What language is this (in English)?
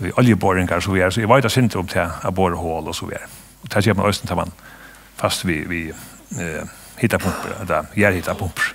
Faroese